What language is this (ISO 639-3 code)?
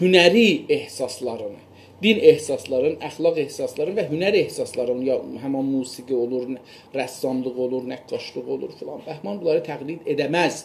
azb